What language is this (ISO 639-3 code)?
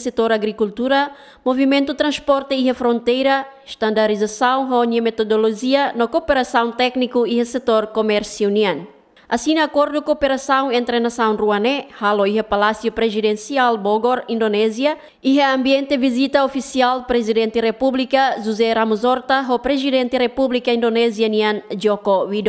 tet